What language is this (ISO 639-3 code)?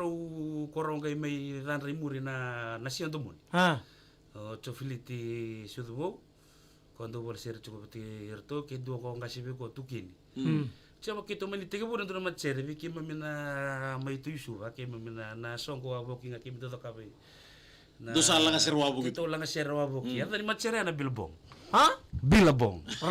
fij